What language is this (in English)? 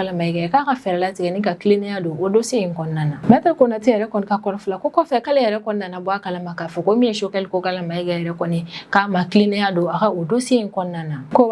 Bambara